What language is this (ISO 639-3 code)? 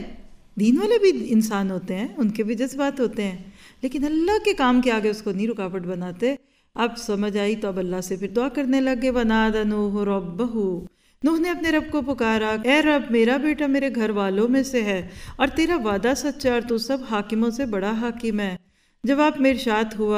urd